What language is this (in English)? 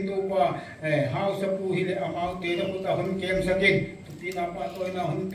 Paite Chin